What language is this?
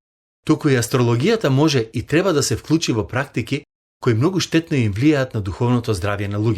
Macedonian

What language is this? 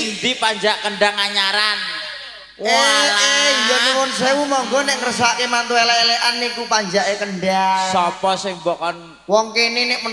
Javanese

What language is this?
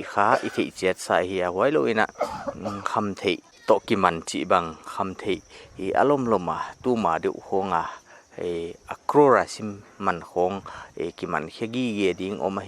Paite Chin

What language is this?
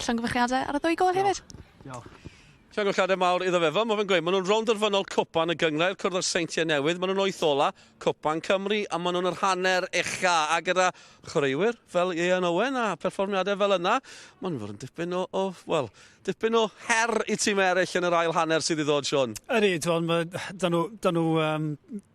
Welsh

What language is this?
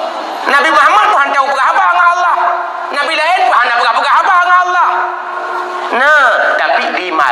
Achinese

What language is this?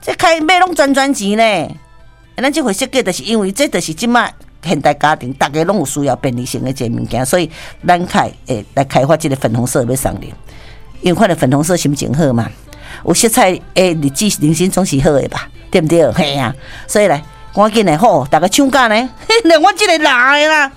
Min Nan Chinese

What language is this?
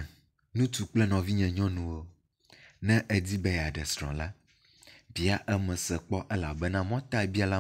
Ewe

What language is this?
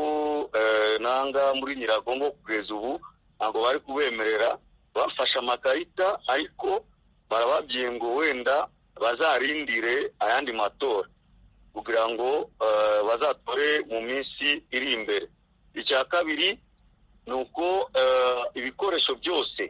Kinyarwanda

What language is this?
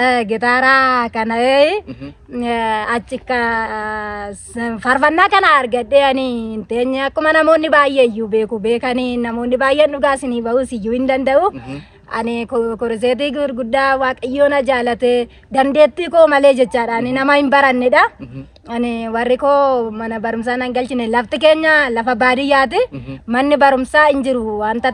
Oromo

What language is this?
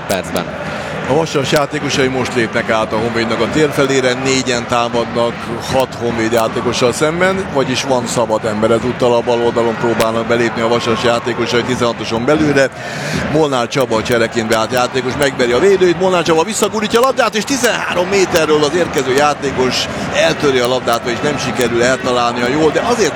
Hungarian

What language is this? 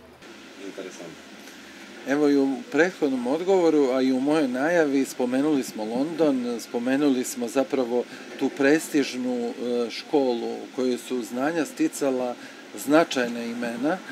Serbian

